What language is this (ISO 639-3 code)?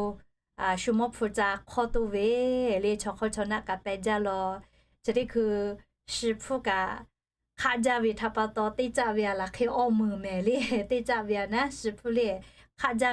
lhu